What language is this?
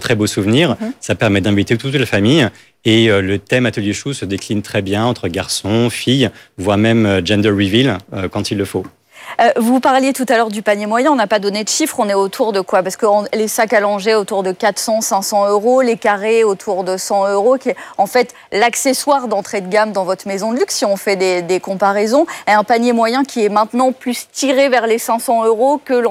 French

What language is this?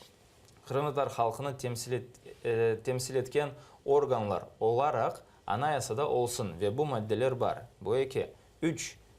Crimean Tatar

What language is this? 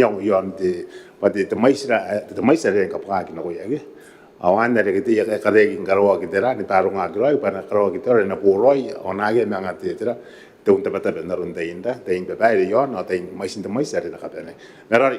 Gilbertese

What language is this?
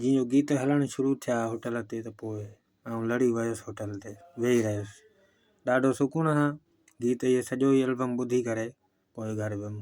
Sindhi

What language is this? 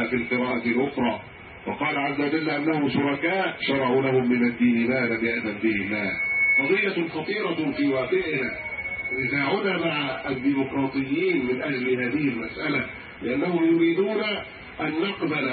Arabic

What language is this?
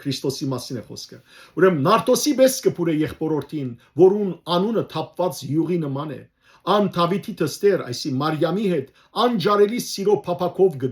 Western Armenian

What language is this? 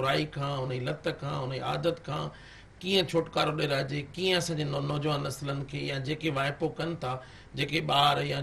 Sindhi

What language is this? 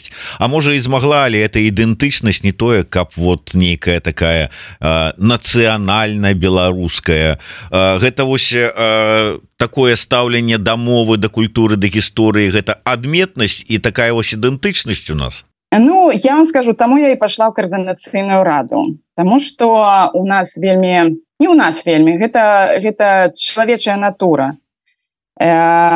Belarusian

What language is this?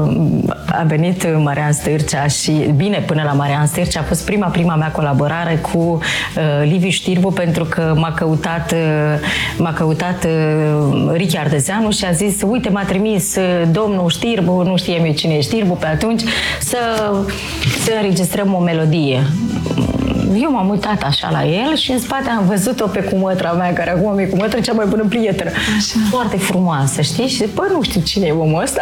Romanian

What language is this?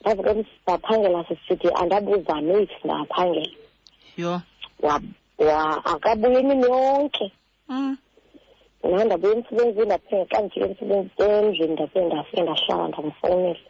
Xhosa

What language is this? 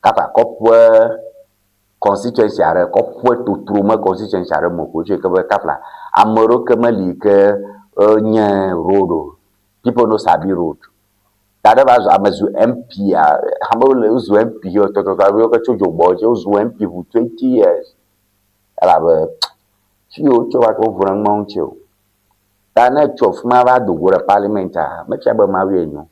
Ewe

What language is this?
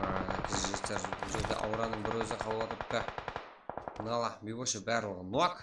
Kara-Kalpak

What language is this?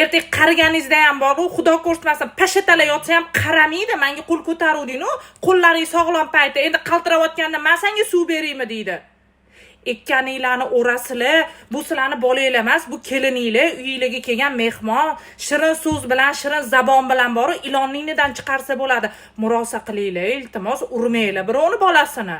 Uzbek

